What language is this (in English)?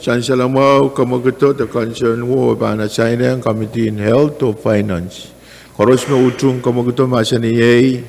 Pohnpeian